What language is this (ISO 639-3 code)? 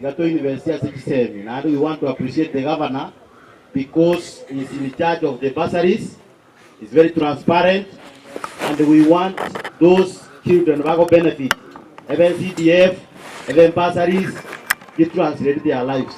guz